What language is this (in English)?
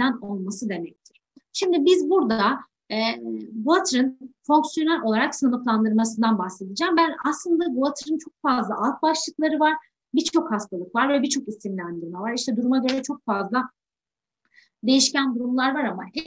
Turkish